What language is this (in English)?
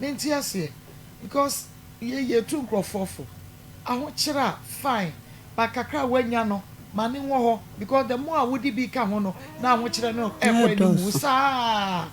Akan